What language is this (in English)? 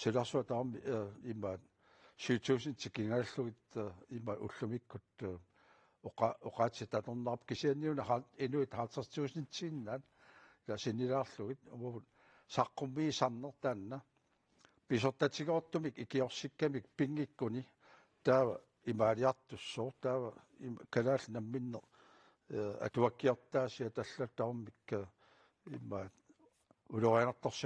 Kalaallisut